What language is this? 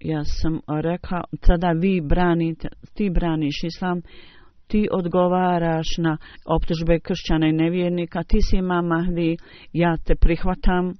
Bosnian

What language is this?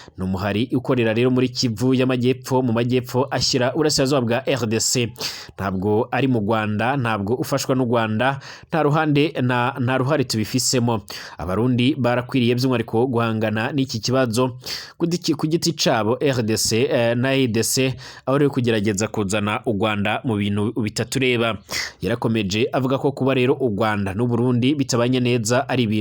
Rundi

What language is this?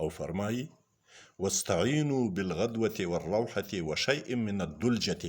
Pashto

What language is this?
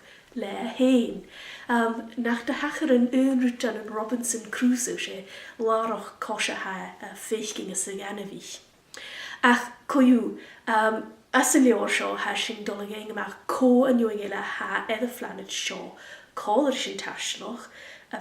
Scottish Gaelic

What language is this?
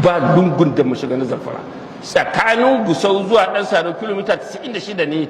Hausa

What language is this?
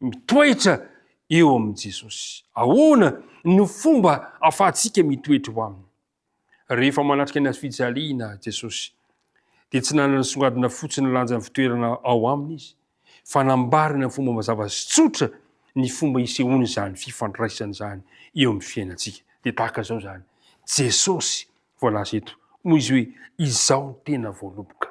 Malagasy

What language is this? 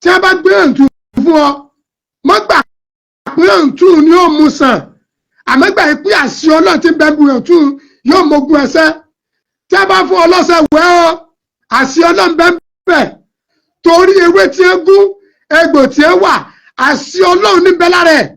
Yoruba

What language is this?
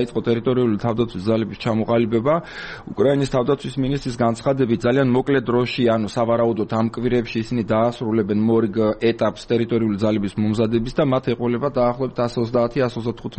Georgian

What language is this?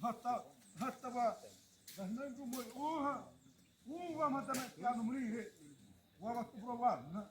Xavánte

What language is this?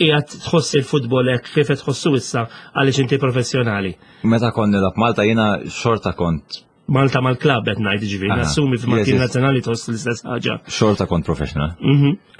Maltese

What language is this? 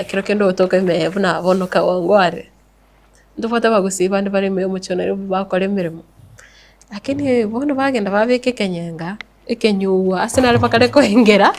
Gusii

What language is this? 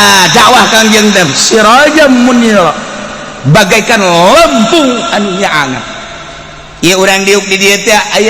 Sundanese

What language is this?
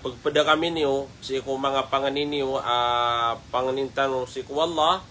Maranao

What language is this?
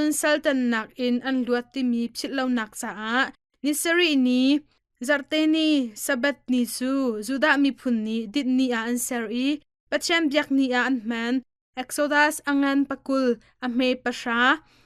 Hakha Chin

